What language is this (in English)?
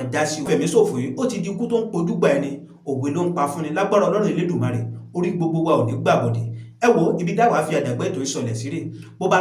Yoruba